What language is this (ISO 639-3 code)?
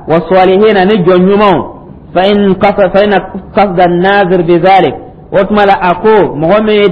dyu